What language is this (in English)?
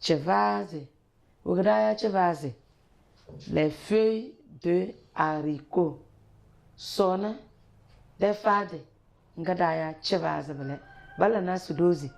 Tem